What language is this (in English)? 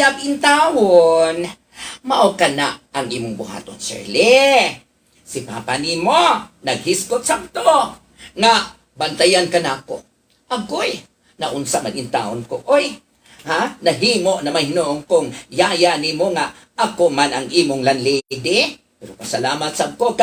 Cebuano